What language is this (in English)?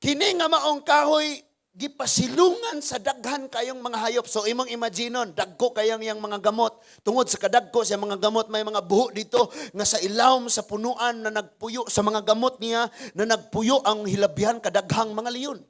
Cebuano